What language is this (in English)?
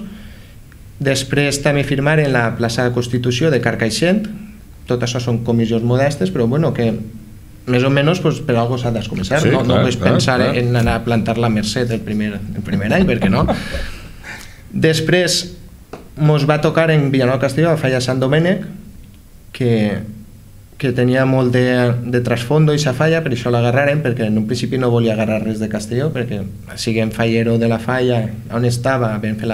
Catalan